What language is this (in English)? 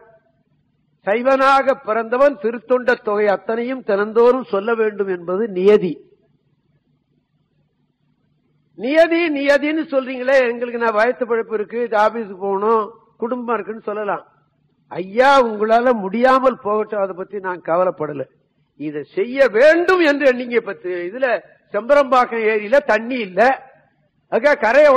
Tamil